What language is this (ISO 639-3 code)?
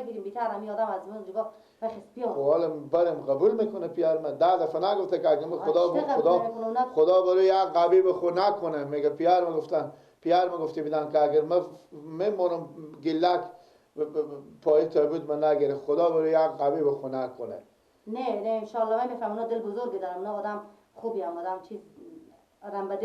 fas